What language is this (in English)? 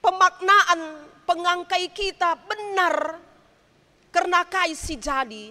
Batak Karo